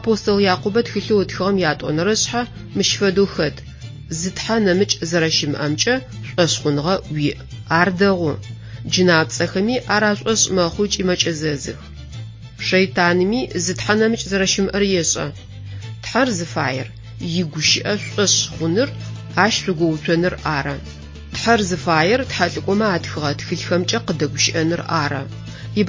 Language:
Adyghe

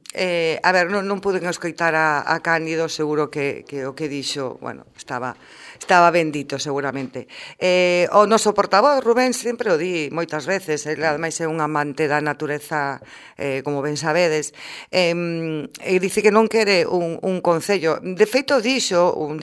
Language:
Galician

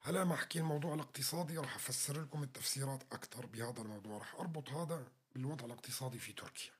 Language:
North Levantine Arabic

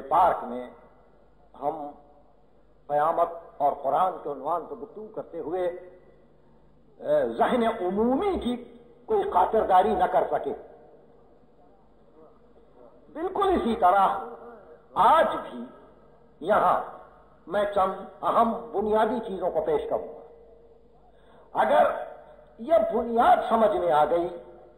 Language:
Urdu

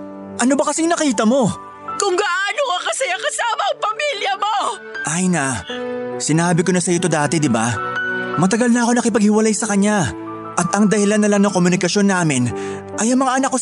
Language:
Filipino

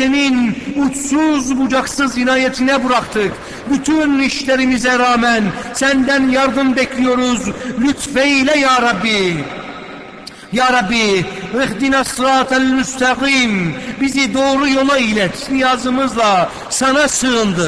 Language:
Turkish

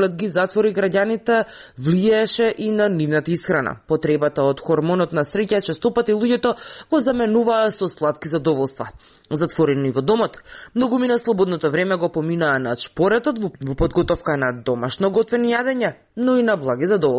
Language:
Macedonian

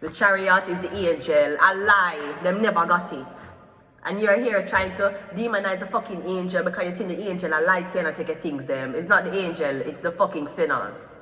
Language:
Jamaican Creole English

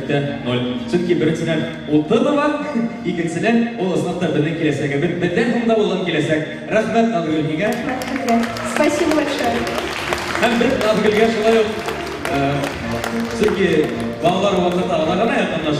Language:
Bashkir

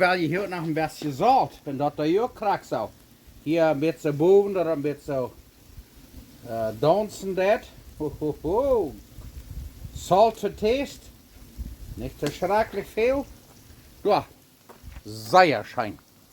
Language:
Plautdietsch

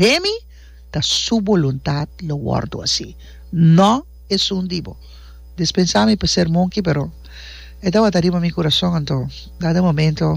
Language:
Papiamento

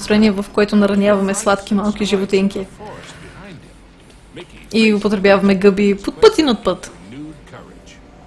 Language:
Bulgarian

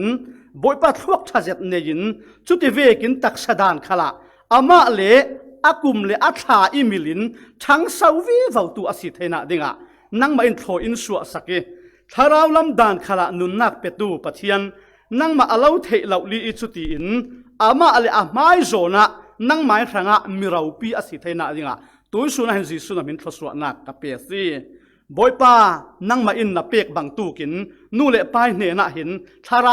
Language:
Falam Chin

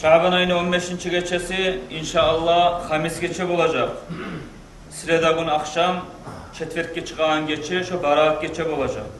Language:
Kumyk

